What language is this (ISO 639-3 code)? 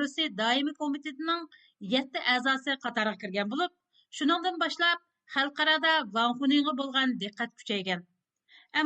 uig